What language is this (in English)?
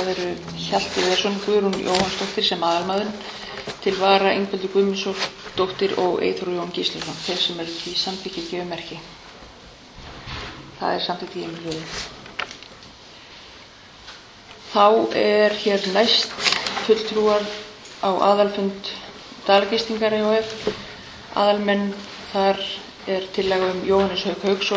Icelandic